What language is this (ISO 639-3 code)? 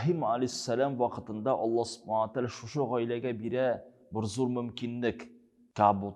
tat